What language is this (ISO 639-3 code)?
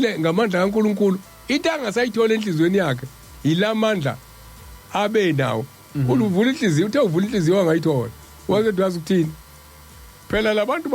zul